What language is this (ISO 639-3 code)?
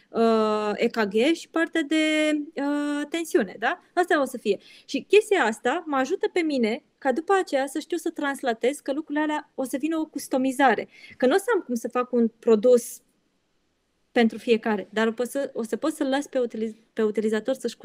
ron